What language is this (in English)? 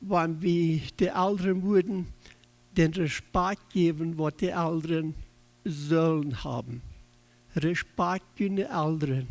Plautdietsch